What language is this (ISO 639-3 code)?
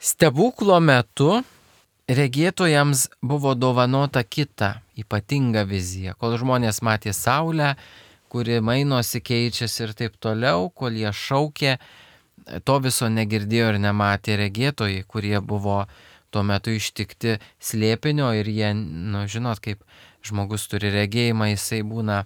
lit